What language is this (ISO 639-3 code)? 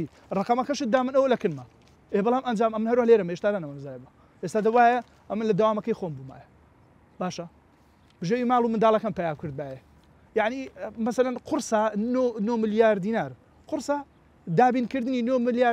ckb